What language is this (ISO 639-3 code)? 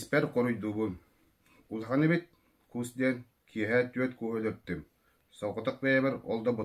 sah